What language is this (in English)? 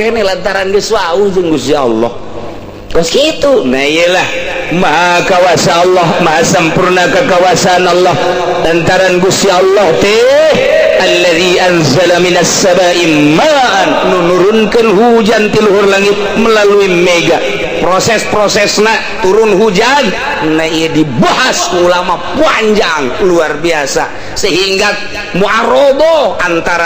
Sundanese